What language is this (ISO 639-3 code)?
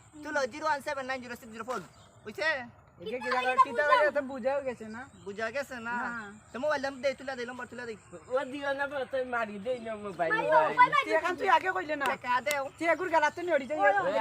syl